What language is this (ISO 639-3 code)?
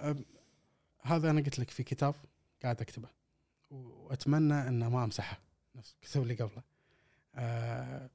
afb